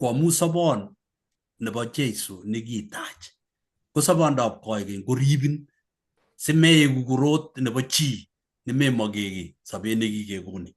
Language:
Kalenjin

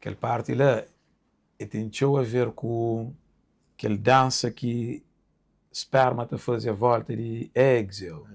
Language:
Kabuverdianu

